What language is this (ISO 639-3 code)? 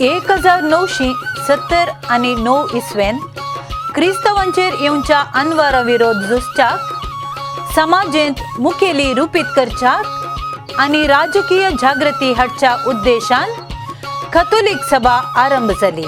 kok